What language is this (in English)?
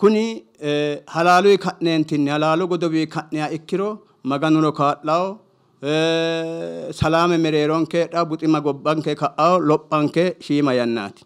Sidamo